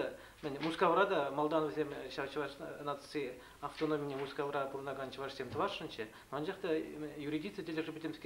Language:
Chuvash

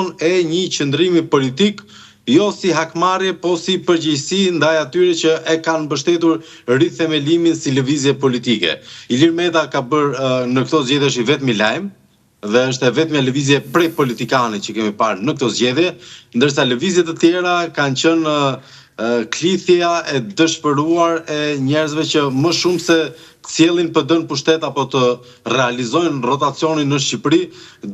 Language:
Albanian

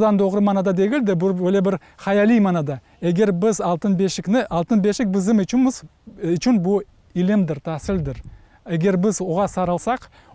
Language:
Crimean Tatar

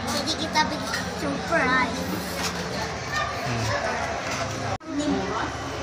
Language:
Indonesian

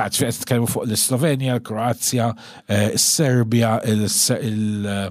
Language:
Maltese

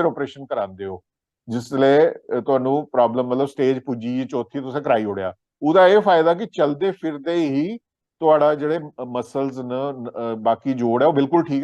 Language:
Dogri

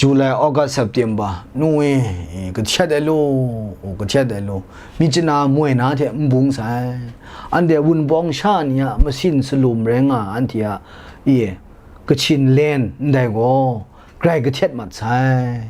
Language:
Kachin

